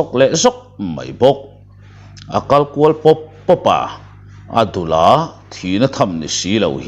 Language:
Mizo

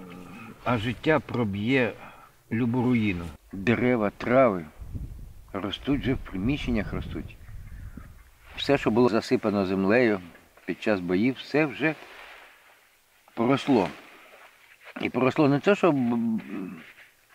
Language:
Ukrainian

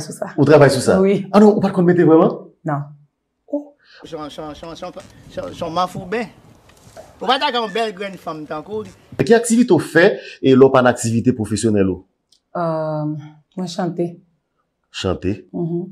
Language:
Haitian Creole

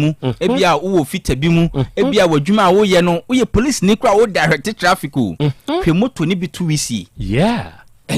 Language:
Akan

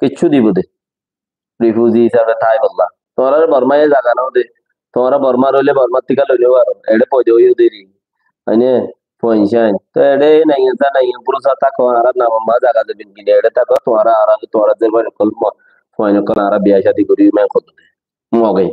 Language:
Rohingya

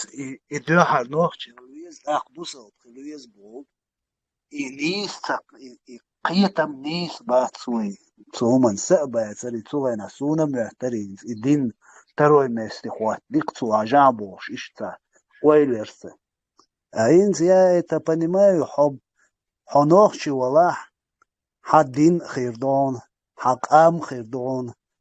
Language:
Chechen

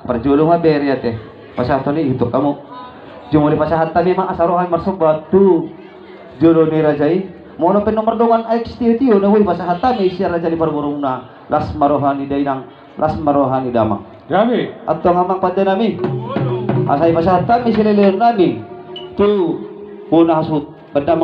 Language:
Batak Toba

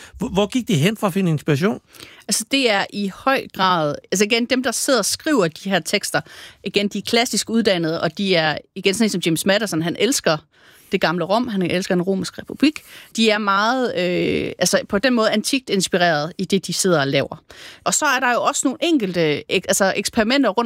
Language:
Danish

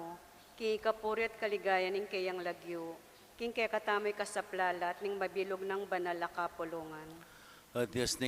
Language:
Pampanga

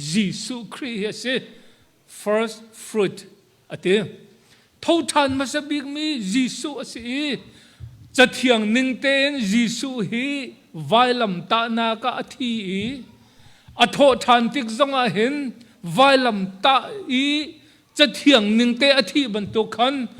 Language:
Hakha Chin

